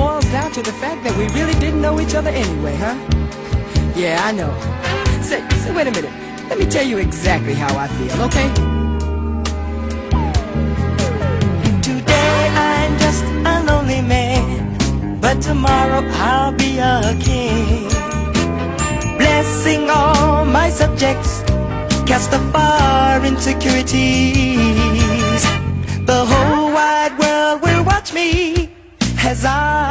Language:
English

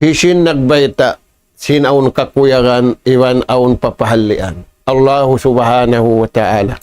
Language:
Tausug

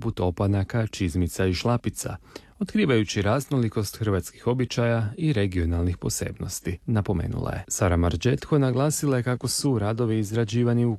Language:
Croatian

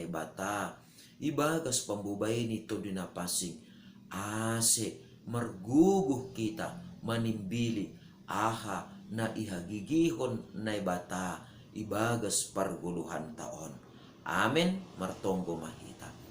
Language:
Batak Simalungun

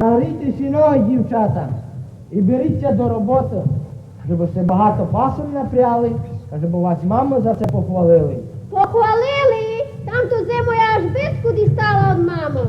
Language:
Rusyn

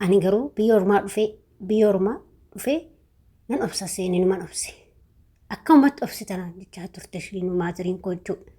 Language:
Oromo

